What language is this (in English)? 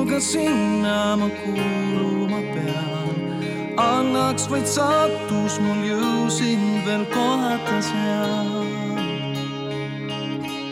Estonian